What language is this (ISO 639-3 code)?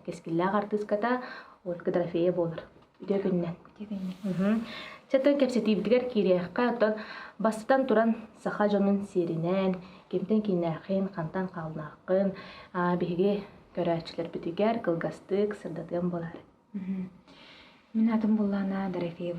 sah